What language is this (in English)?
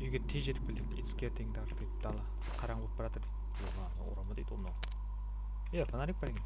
Kara-Kalpak